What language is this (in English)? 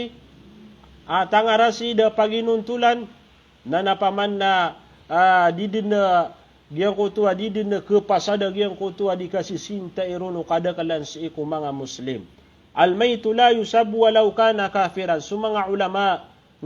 Maranao